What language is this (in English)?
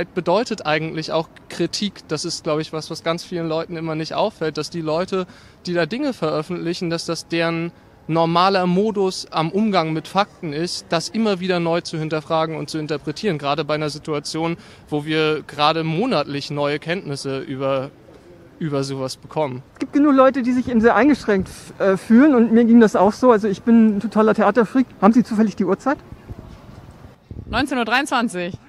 German